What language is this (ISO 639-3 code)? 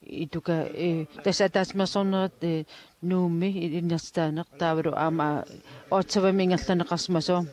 kal